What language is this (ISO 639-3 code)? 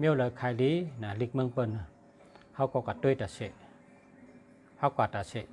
shn